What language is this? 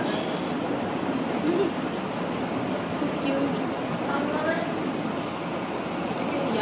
Bangla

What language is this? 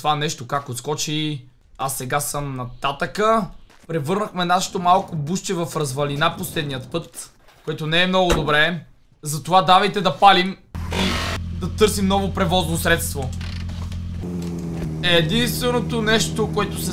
Bulgarian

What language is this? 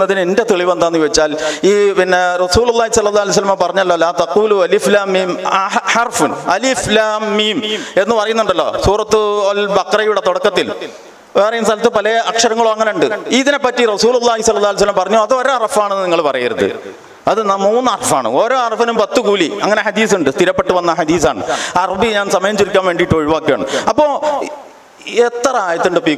Malayalam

